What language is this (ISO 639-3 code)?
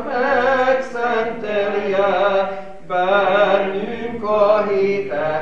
hun